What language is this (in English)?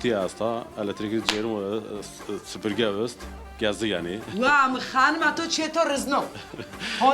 Zaza